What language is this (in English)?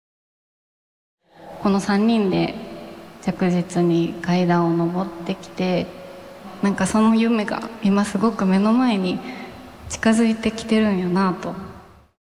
Japanese